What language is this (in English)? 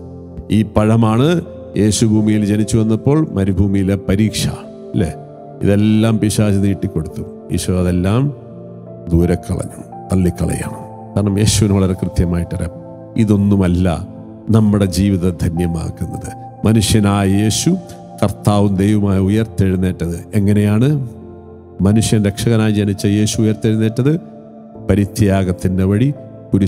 Malayalam